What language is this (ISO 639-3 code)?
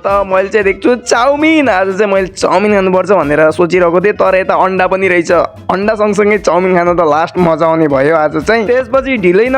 nep